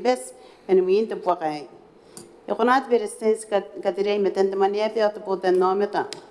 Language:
Gilbertese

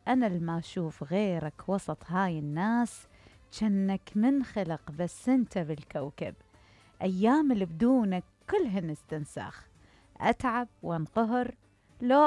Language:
Mesopotamian Arabic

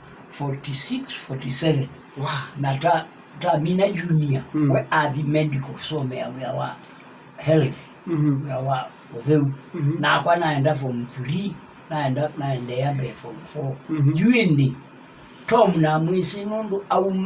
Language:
Kamba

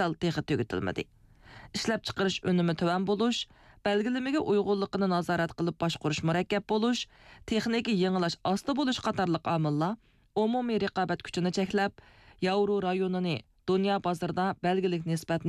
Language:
Uyghur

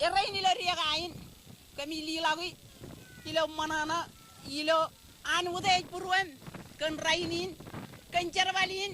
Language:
Marshallese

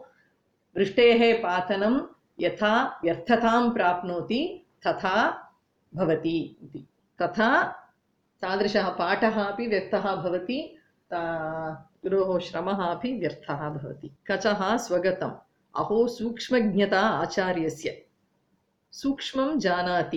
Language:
Sanskrit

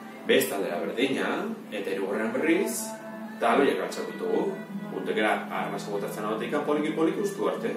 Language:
Basque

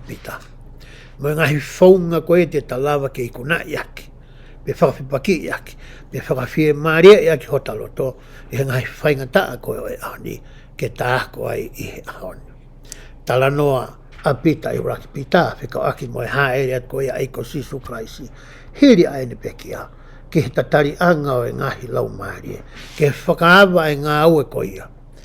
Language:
Tongan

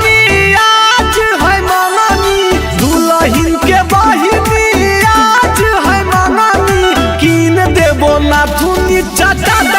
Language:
Magahi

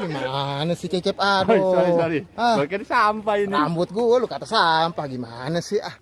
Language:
Betawi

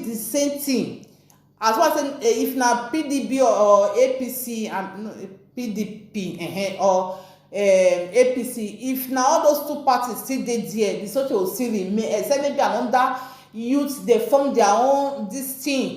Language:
Nigerian Pidgin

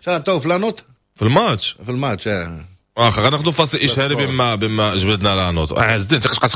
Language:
Moroccan Arabic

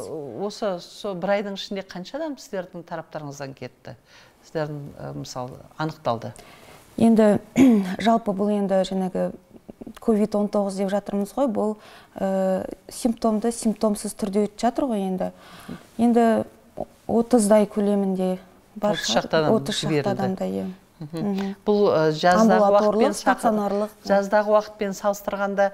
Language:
Kazakh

